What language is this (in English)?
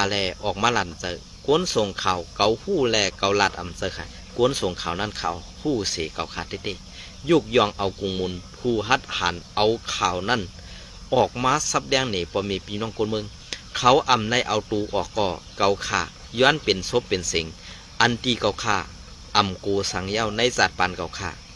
Shan